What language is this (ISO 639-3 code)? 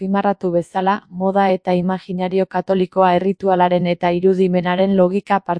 eus